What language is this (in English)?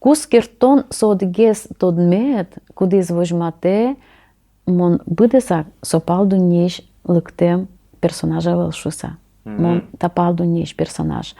Udmurt